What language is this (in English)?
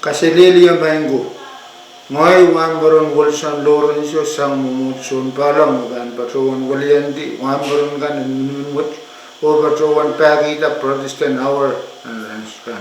Pohnpeian